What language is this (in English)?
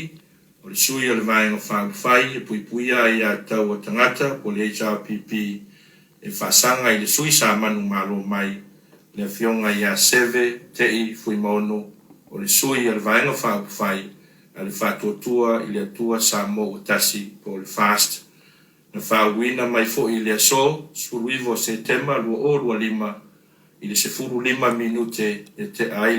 Samoan